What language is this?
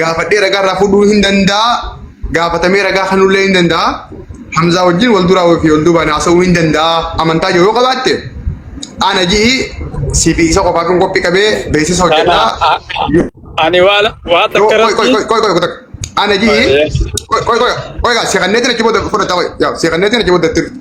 Oromo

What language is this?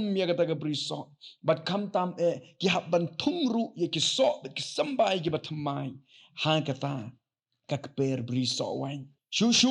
Khasi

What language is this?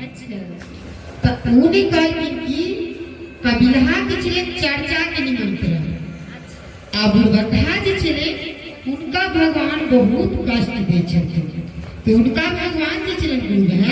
Maithili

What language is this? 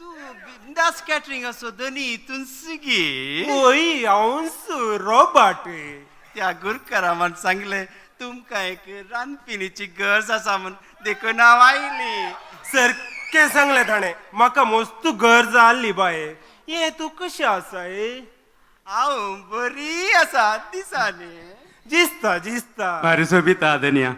Konkani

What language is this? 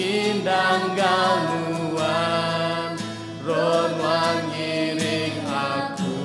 Iban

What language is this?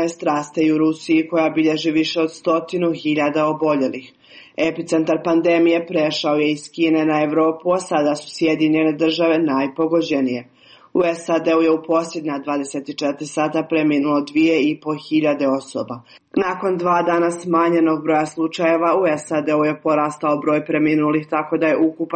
Serbian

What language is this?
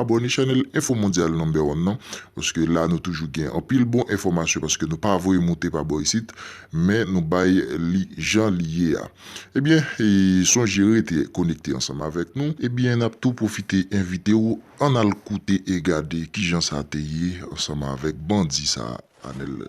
Haitian Creole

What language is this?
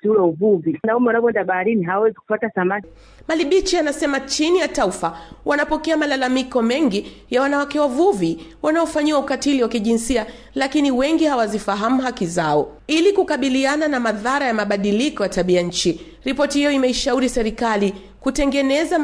Swahili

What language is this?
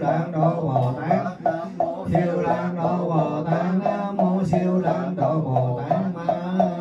Vietnamese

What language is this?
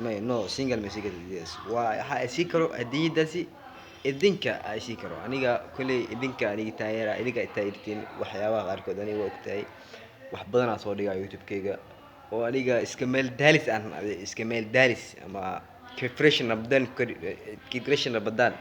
Somali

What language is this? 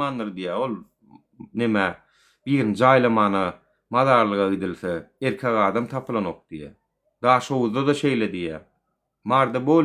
Turkmen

